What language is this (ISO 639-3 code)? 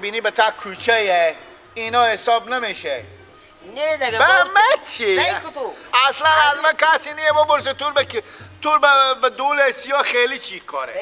fas